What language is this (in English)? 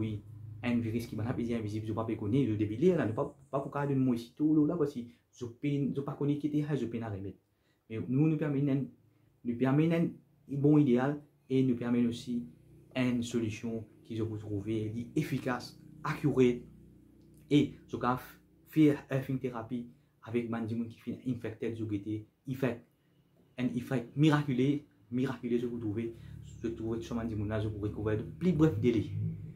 Morisyen